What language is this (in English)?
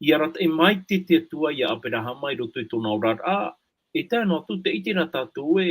Tahitian